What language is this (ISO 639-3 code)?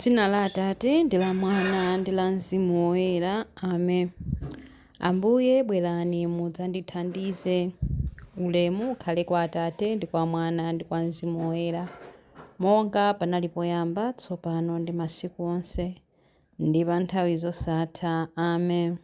nya